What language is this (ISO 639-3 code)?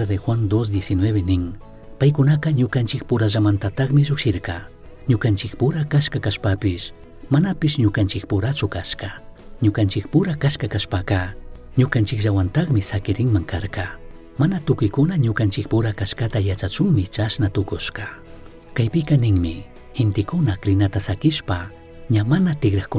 qug